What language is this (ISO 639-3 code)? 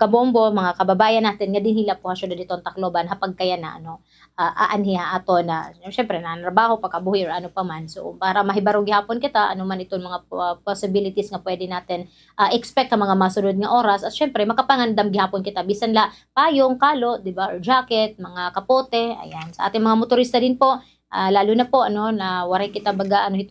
war